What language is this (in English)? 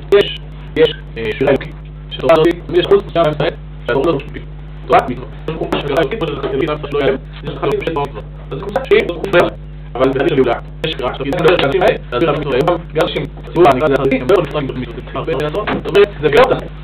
Hebrew